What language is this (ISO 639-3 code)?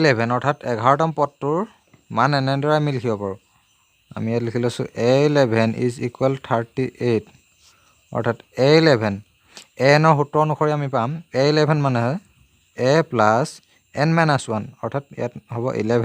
asm